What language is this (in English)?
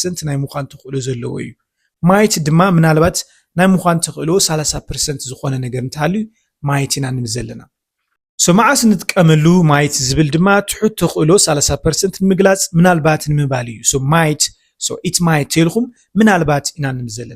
Tigrinya